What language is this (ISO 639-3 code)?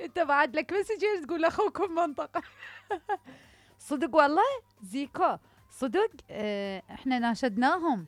acm